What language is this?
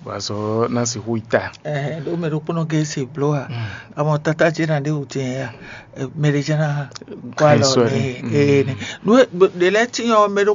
Fon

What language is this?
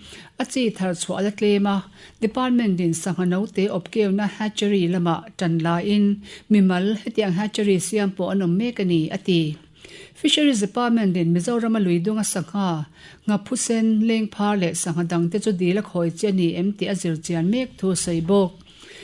Mizo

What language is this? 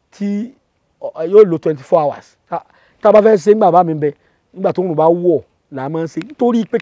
Yoruba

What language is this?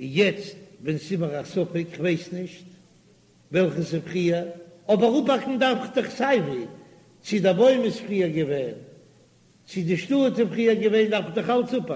Yiddish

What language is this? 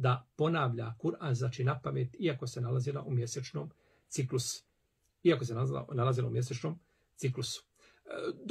Bosnian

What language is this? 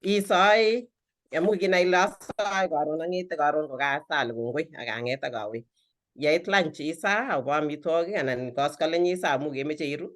Kalenjin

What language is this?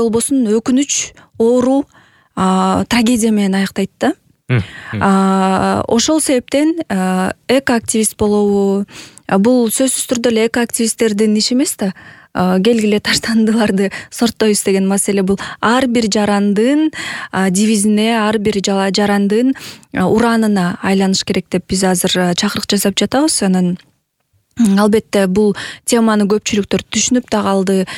Kyrgyz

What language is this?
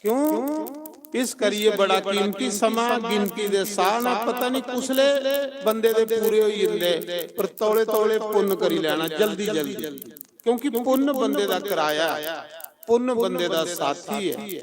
Dogri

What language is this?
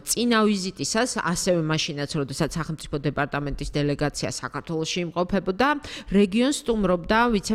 Georgian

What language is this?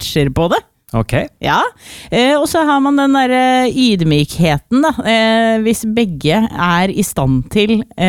Norwegian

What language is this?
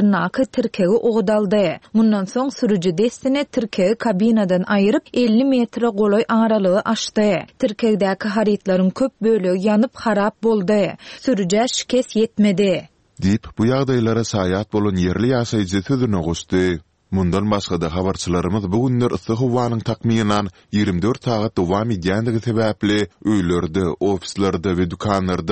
Turkmen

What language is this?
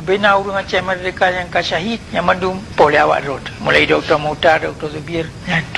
Achinese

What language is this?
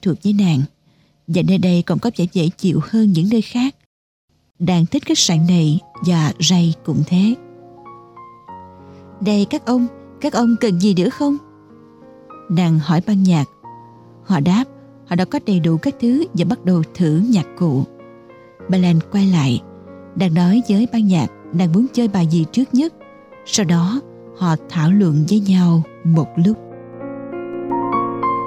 Vietnamese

